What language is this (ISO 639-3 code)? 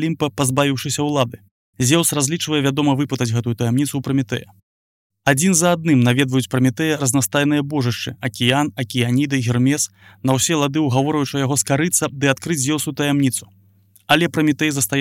bel